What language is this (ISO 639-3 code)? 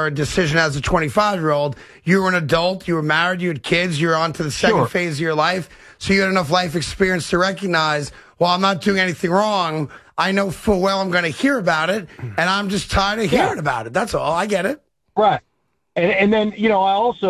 eng